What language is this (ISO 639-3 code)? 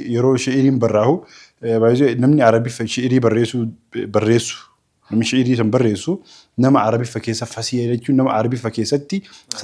orm